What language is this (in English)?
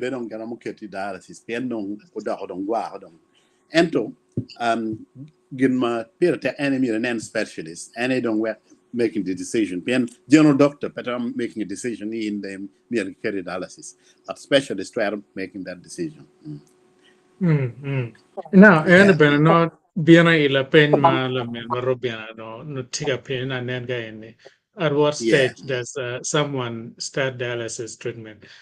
Acoli